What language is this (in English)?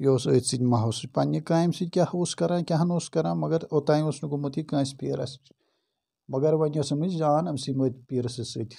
Kashmiri